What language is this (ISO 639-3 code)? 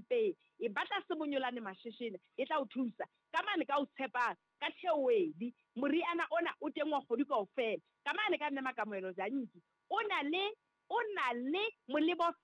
sot